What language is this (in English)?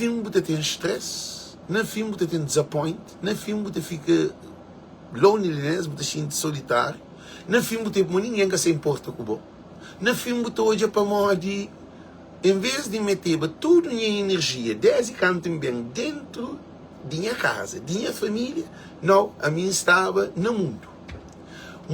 Kabuverdianu